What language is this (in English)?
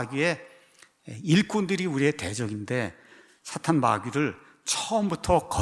Korean